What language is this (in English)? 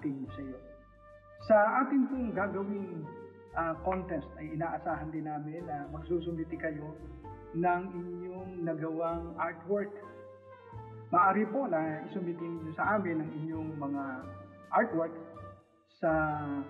Filipino